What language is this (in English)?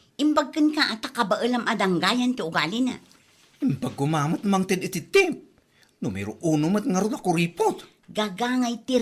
Iloko